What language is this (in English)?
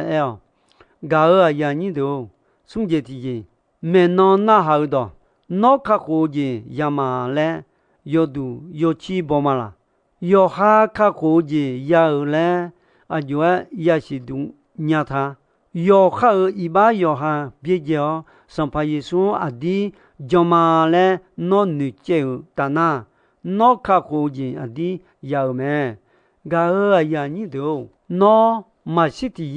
Akha